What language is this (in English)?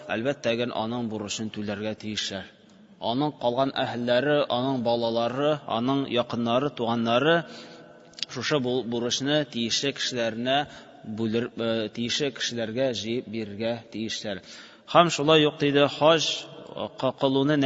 Tatar